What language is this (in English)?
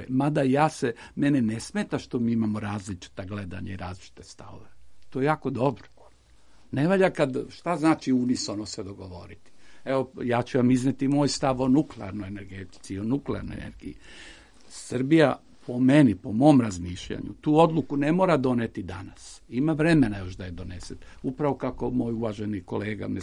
Serbian